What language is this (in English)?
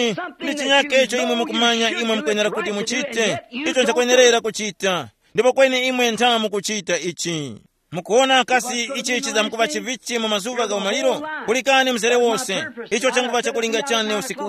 Tumbuka